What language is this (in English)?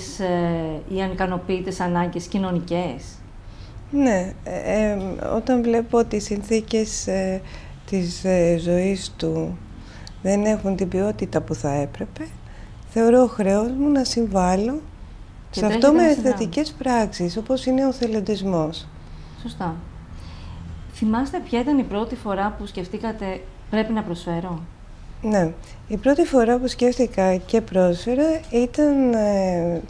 Greek